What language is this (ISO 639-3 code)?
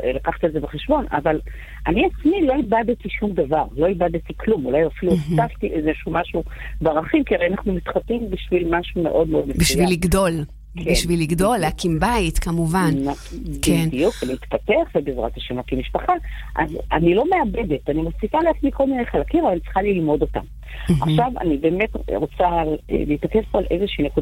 heb